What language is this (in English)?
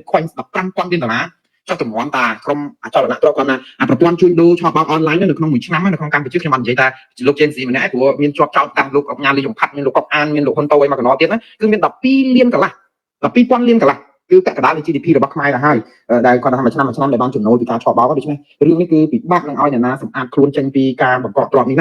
Khmer